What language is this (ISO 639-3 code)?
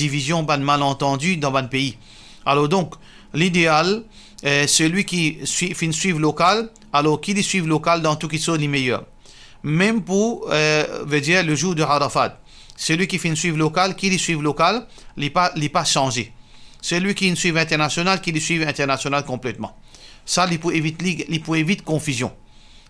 mfe